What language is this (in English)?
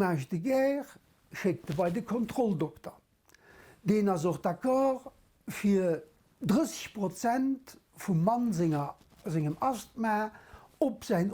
Luxembourgish